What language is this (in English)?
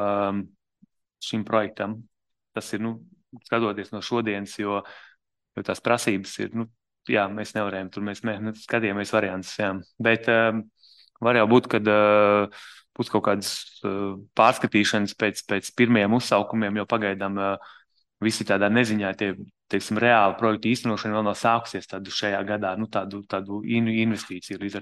Latvian